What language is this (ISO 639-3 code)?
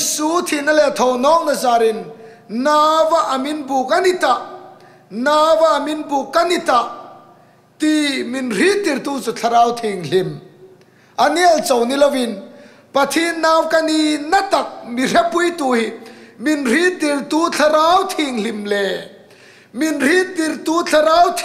hmr